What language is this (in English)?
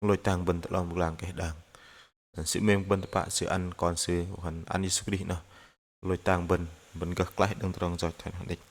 Bahnar